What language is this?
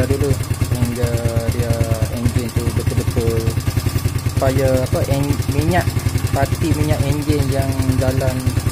Malay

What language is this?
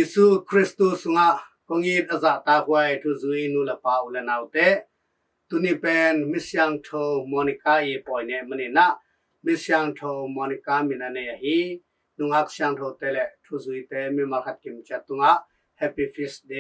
Tedim Chin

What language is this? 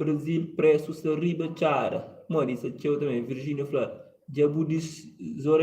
Kabuverdianu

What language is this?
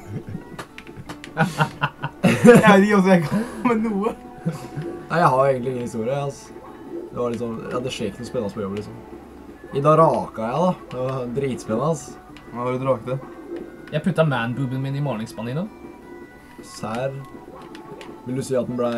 Norwegian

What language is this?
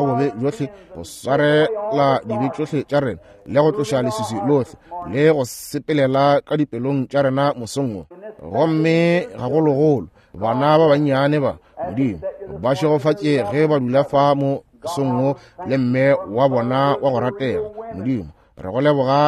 Northern Sotho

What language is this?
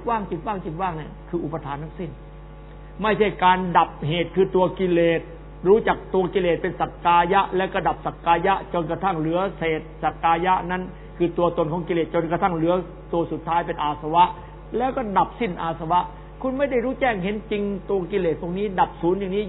Thai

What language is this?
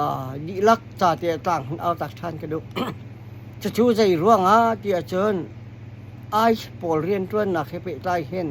Hakha Chin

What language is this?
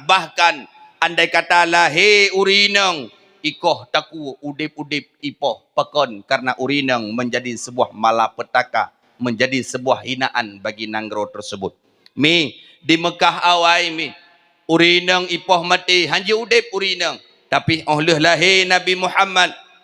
Achinese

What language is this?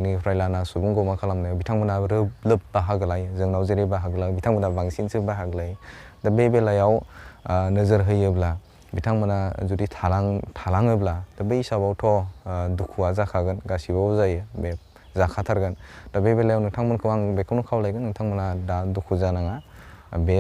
Bodo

